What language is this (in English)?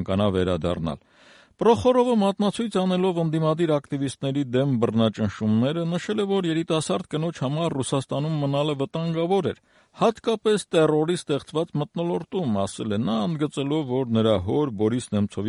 Armenian